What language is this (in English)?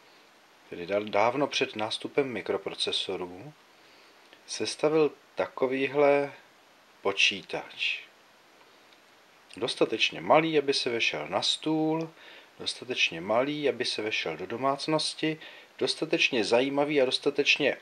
Czech